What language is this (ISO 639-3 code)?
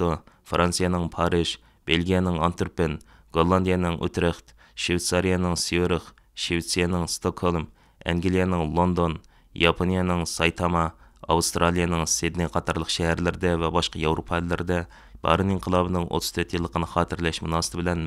uig